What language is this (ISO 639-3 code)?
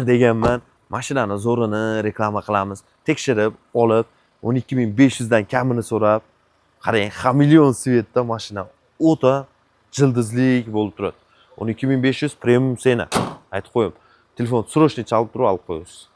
uzb